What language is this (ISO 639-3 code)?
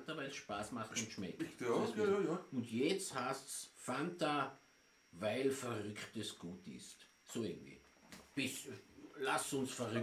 bar